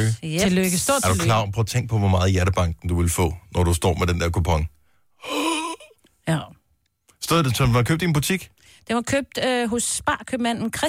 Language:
Danish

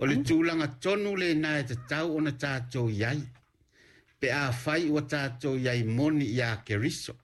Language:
Samoan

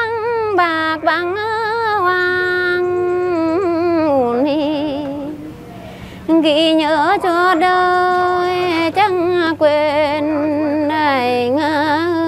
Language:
Vietnamese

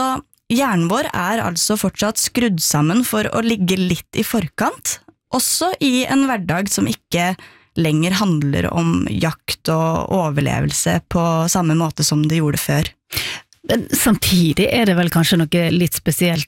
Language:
Norwegian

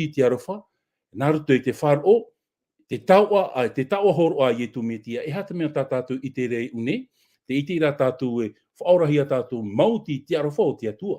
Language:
Tahitian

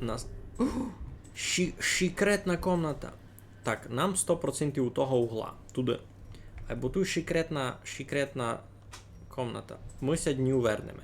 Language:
Rusyn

